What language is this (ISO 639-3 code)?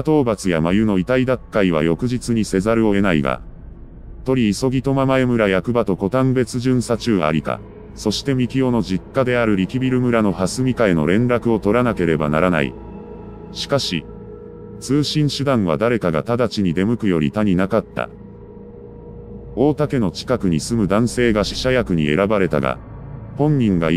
jpn